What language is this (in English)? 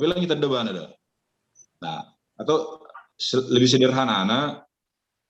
Batak Simalungun